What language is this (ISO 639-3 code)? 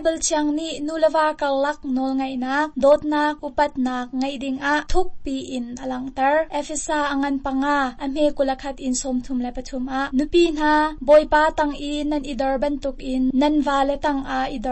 cnh